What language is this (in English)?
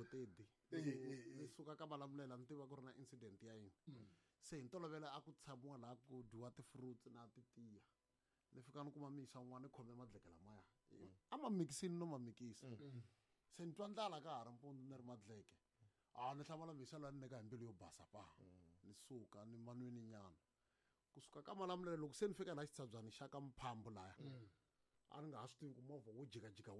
Tsonga